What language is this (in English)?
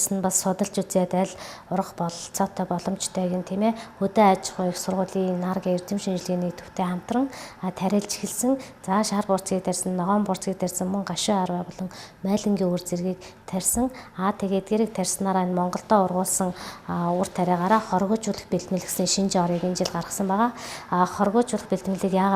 Mongolian